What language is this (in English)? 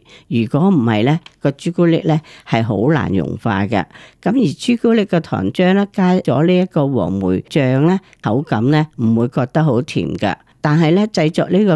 Cantonese